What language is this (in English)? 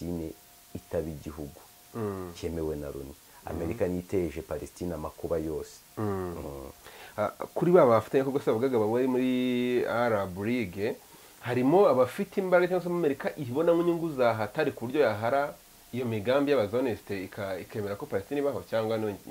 Kinyarwanda